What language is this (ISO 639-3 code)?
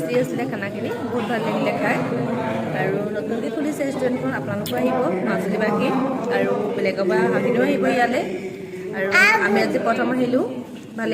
asm